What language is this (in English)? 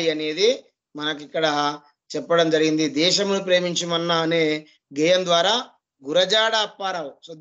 Telugu